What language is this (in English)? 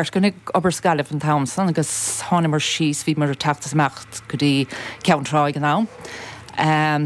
Irish